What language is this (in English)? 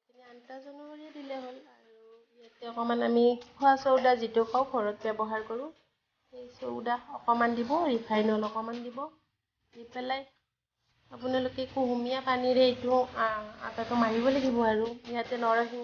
Assamese